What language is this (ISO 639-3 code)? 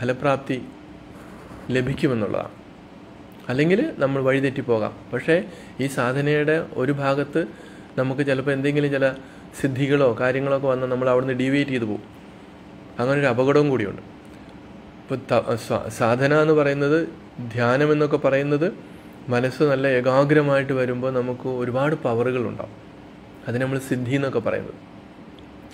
mal